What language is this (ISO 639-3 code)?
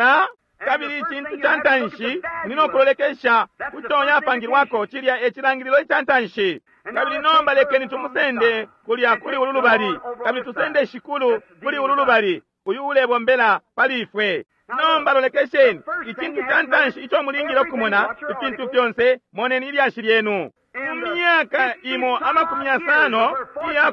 bem